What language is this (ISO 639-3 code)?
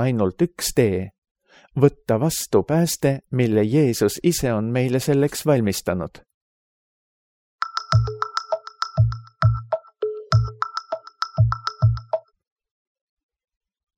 est